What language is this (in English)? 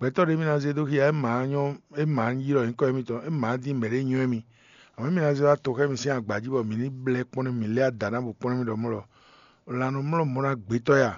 Fon